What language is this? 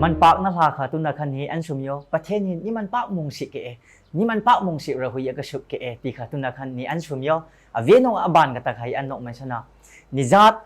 Hmar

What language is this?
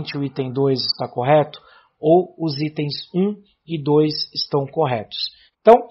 Portuguese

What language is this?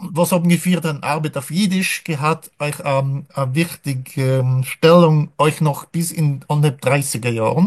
Yiddish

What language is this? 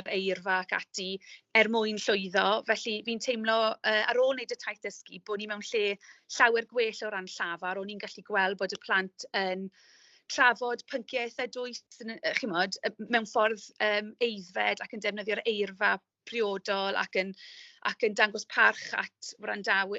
Welsh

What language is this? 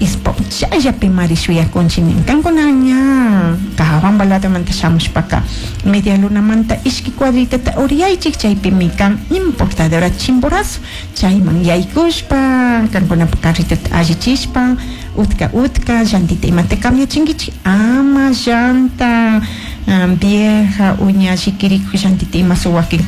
Chimborazo Highland Quichua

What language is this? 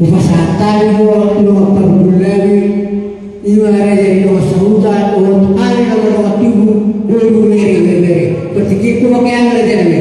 Batak Toba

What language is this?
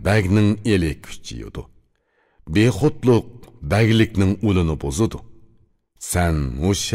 Uyghur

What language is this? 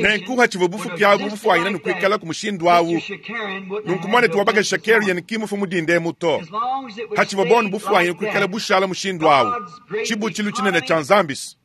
Luba-Lulua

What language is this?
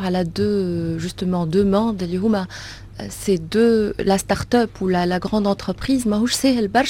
Tunisian Arabic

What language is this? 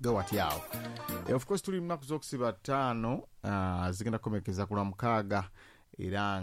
Ganda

